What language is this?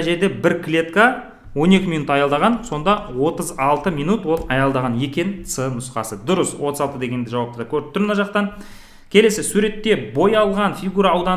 Kazakh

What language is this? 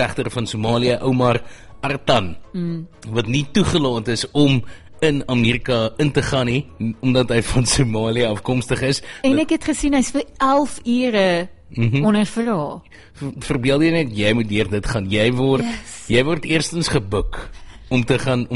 Afrikaans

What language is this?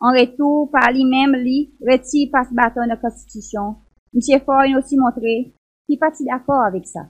Seselwa Creole French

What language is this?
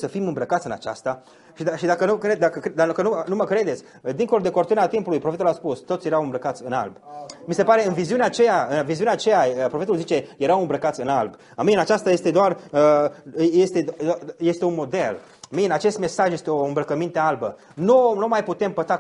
Romanian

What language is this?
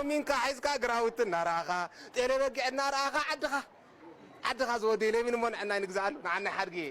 Tigrinya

